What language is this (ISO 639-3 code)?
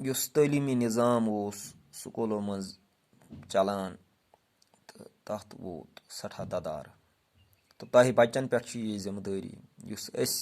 kas